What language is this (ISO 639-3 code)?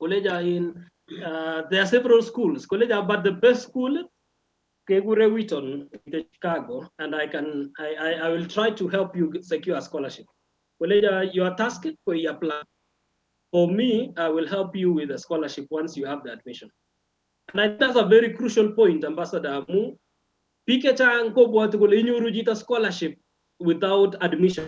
kln